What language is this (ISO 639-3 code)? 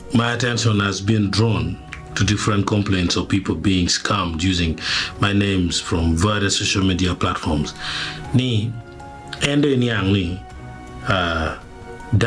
ach